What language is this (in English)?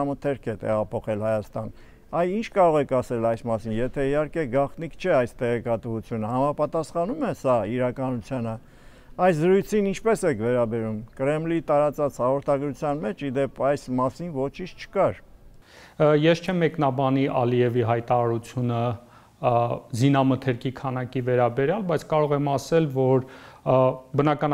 Armenian